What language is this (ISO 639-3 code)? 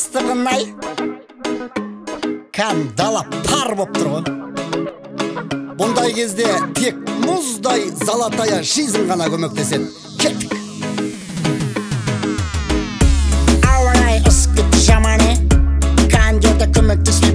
kaz